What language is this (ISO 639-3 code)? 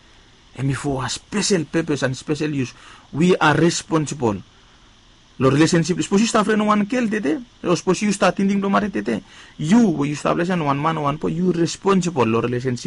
bis